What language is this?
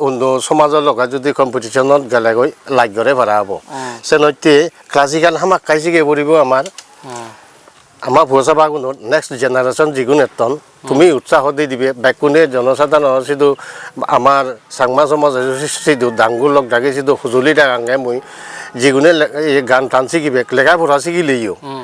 Chakma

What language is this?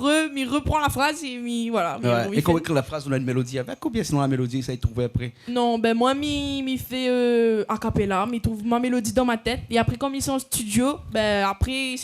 Réunion Creole French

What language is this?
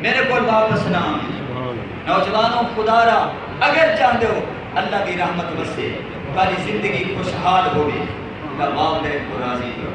Saraiki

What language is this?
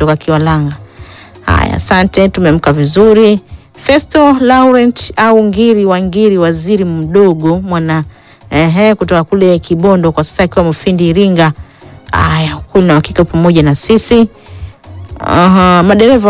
Swahili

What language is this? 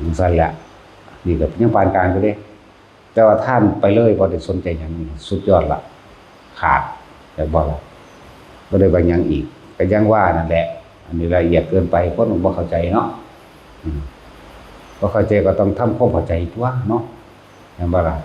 Northeastern Thai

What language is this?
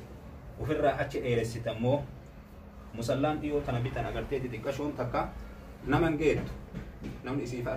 Oromo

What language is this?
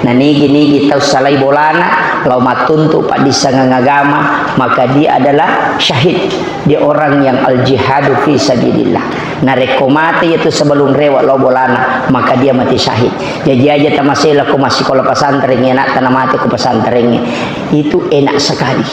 Buginese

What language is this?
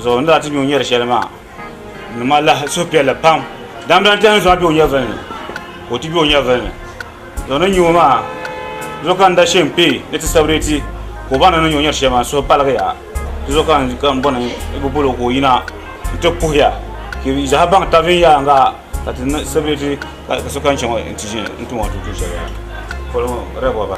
Dagbani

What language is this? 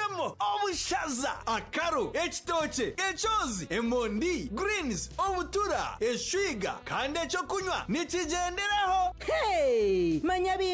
Nyankole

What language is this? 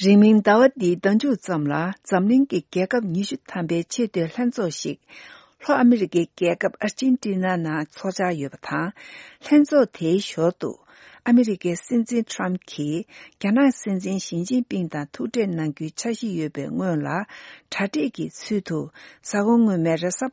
Tibetan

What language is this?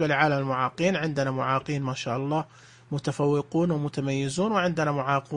Najdi Arabic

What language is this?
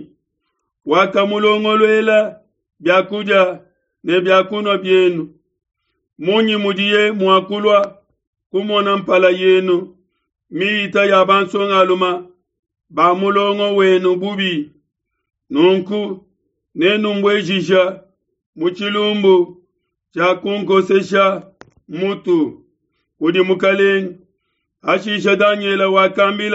Luba-Lulua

